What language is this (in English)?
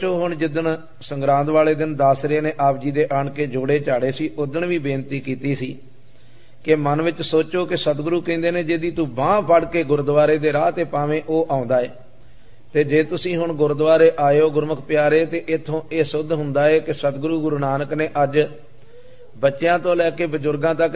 Punjabi